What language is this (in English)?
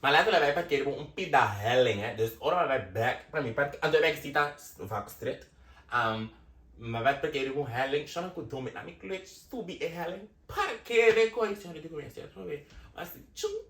Papiamento